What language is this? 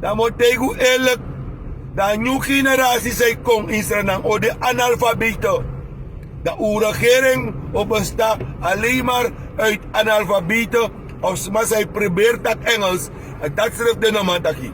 Sranan Tongo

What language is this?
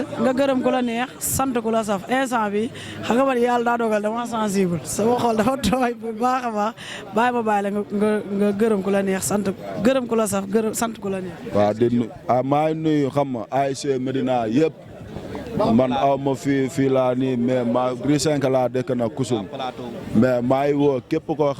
Wolof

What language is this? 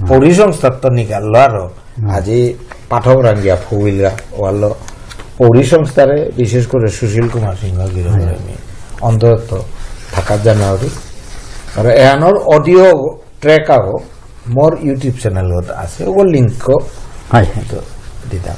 Bishnupriya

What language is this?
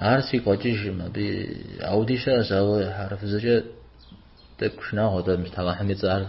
Kabardian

